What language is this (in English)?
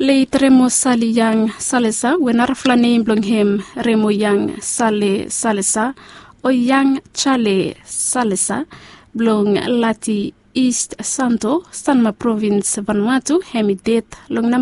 Bislama